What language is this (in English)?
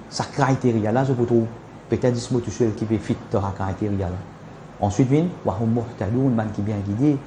Morisyen